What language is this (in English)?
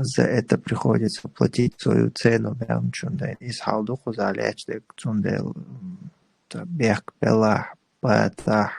Chechen